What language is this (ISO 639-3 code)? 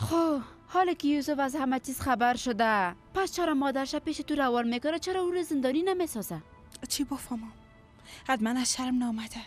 fas